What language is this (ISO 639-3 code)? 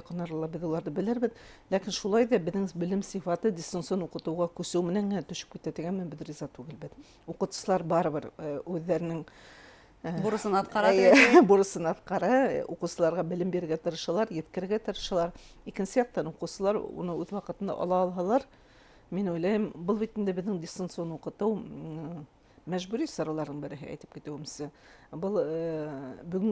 bak